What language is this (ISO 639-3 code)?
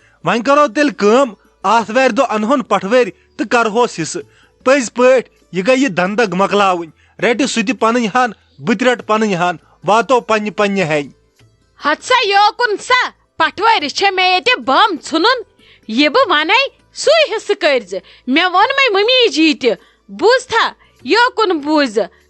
kas